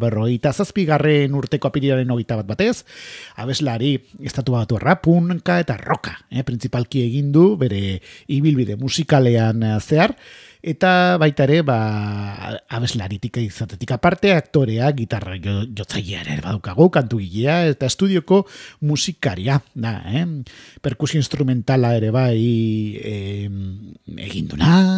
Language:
Basque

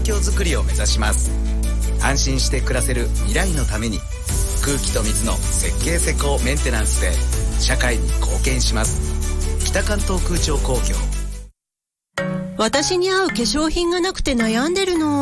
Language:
Japanese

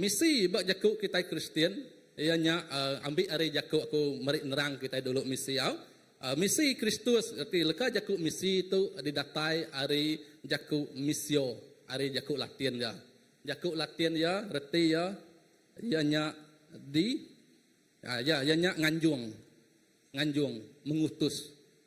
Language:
Iban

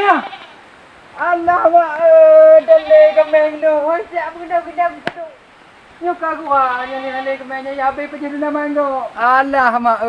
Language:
Achinese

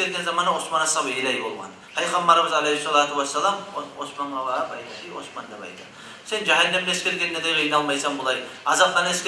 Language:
Kumyk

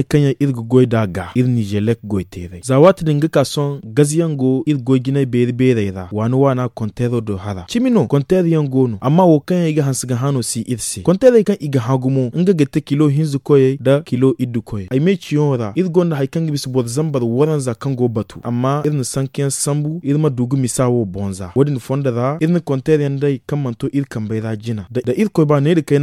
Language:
Zarma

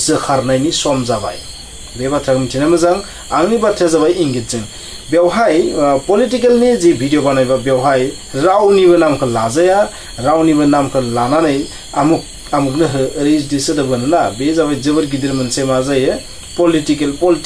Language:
Bodo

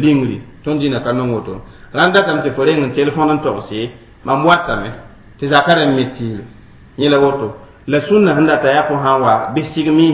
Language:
Mossi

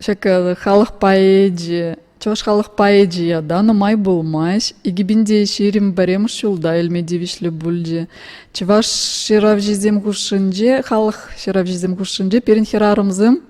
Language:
Chuvash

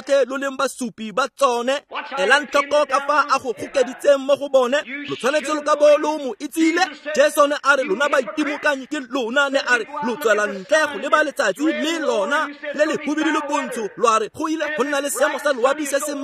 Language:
Tswana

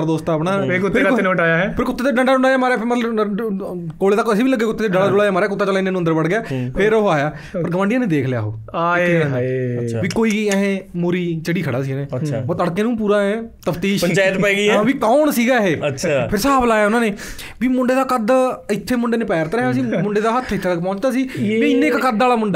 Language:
Punjabi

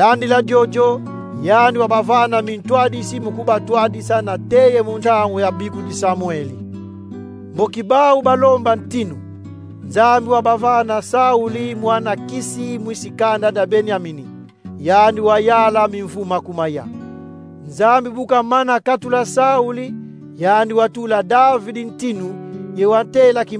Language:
Kongo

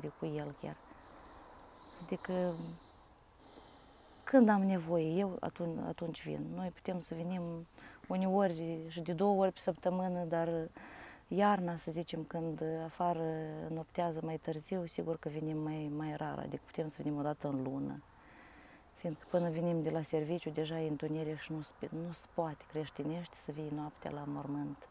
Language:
Romanian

